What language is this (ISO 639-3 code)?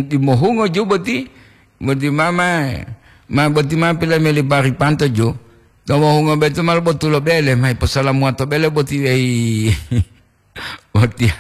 gor